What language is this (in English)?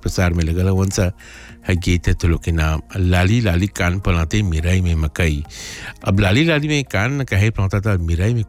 Bhojpuri